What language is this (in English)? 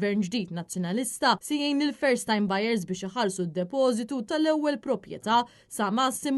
Maltese